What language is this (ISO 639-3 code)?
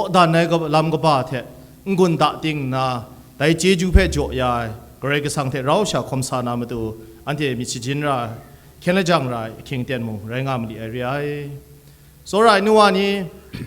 kac